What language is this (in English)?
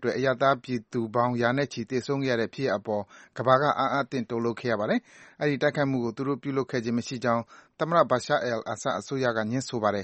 Burmese